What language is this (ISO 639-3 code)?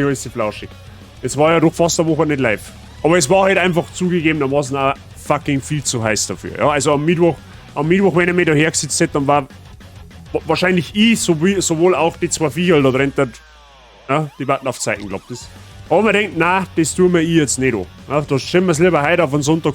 bar